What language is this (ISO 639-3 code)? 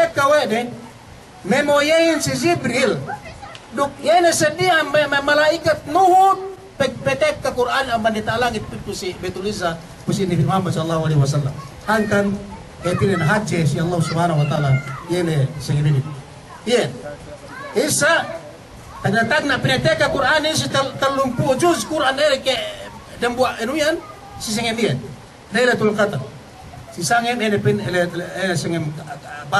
yka